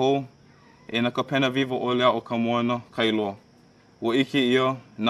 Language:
Hawaiian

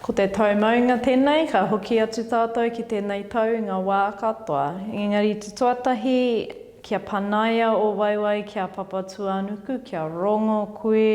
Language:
Māori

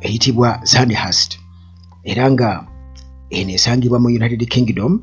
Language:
Ganda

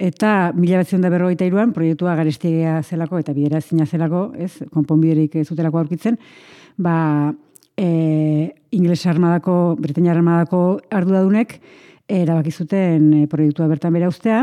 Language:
Basque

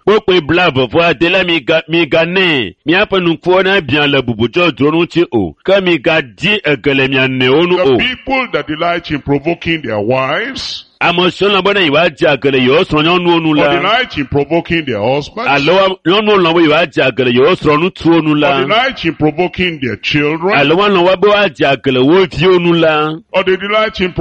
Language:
Ewe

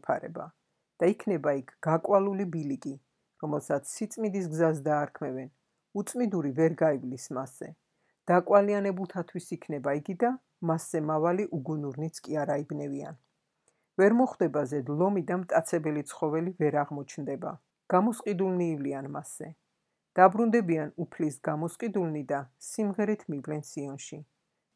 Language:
Georgian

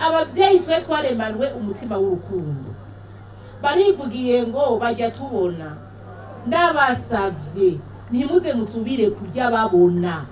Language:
Rundi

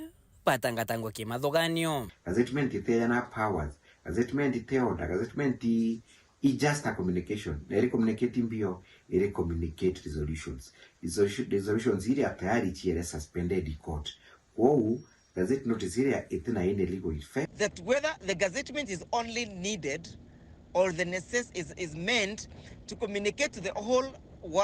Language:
Meru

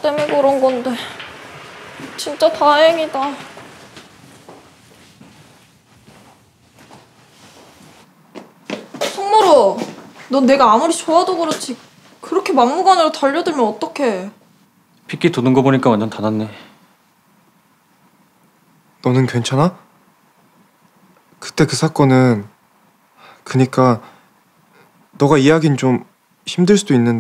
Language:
Korean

